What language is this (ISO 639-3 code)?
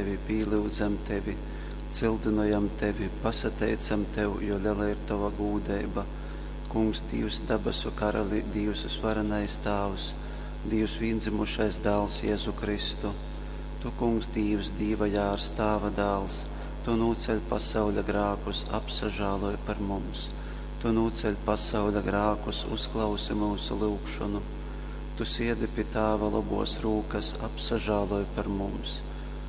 ltg